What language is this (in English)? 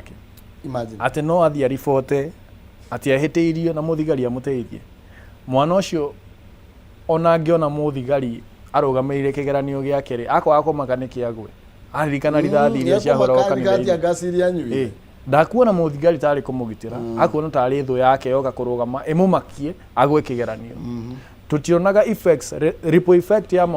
Kikuyu